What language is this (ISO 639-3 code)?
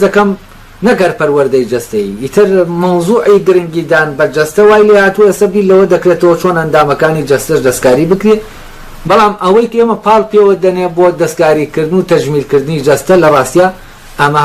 ckb